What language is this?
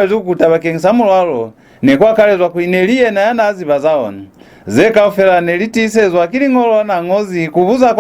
Lozi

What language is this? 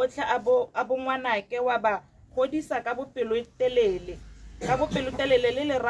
Tswana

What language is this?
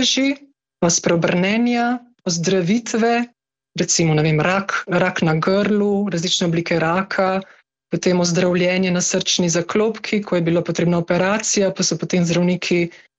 Slovenian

